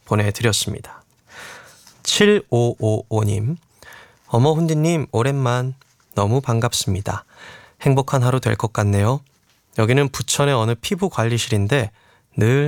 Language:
Korean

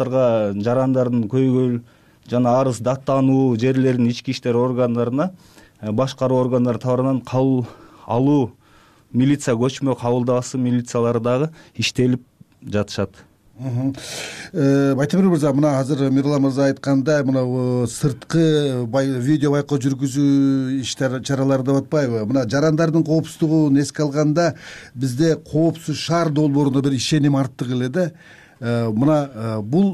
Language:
Kyrgyz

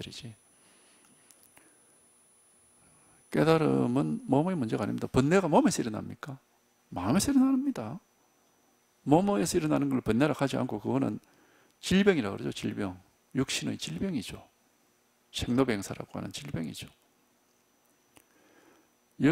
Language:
Korean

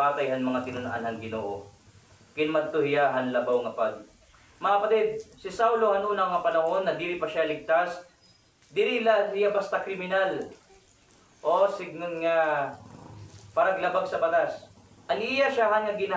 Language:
Waray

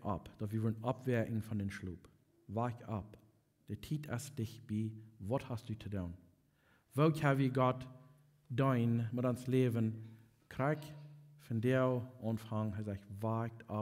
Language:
Plautdietsch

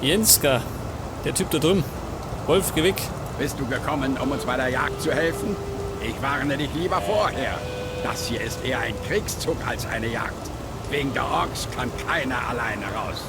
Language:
Bavarian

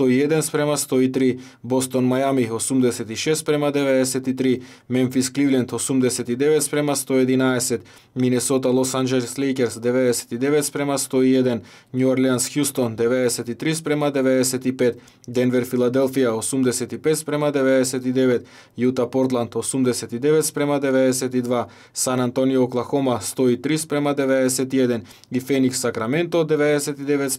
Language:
Macedonian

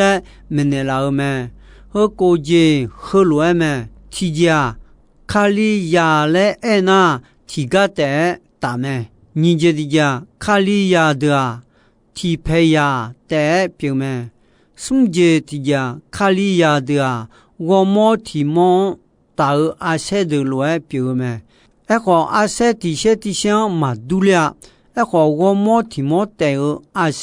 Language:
Akha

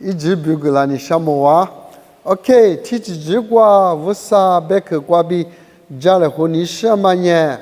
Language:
Lisu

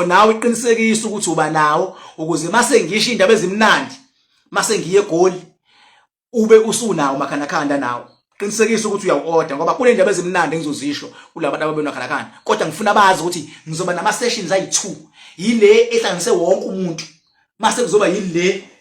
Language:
Zulu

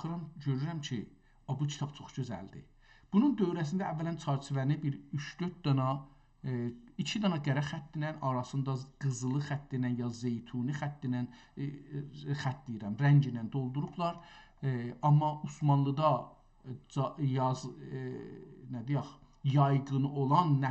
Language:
South Azerbaijani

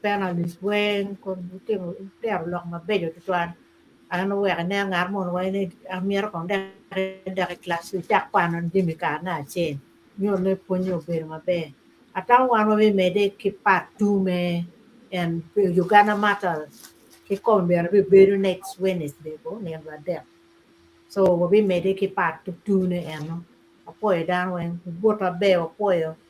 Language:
Acoli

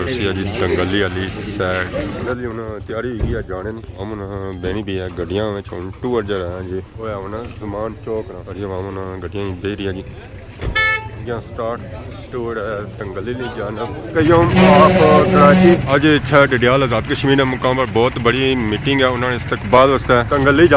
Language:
Pahari-Potwari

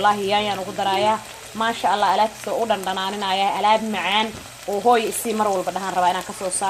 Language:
Somali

